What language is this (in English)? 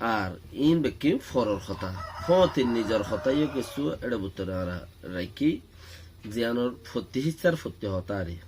Rohingya